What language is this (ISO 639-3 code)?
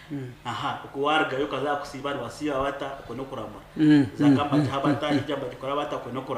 nyn